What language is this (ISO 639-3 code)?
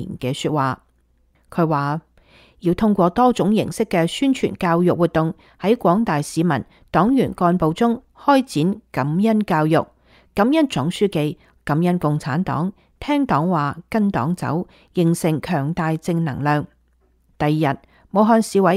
yue